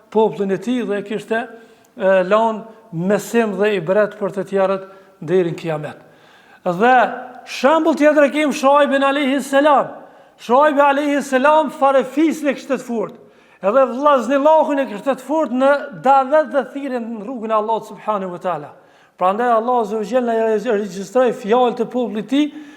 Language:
Albanian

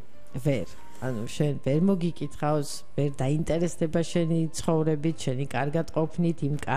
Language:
Georgian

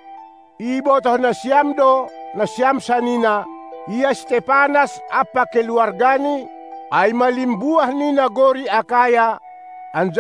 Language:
Batak Simalungun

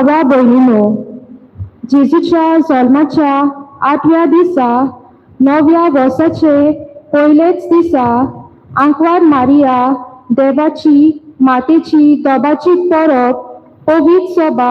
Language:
Konkani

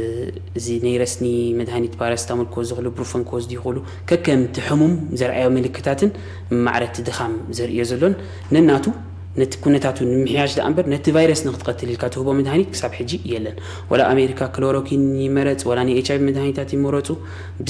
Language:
Tigrinya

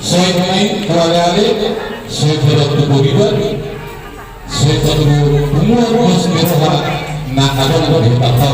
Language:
Batak Toba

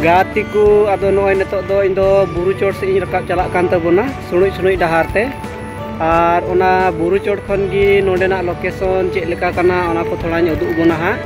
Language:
Santali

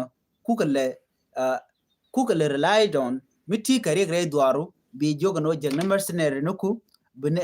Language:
Nuer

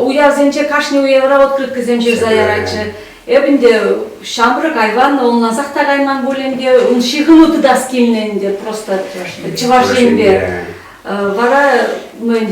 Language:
Chuvash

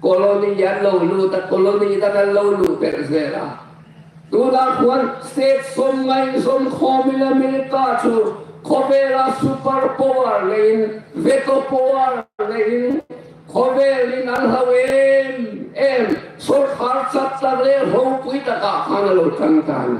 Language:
Hmar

